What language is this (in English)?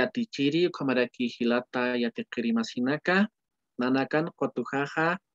Aymara